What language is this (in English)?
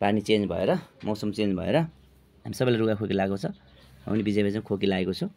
Nepali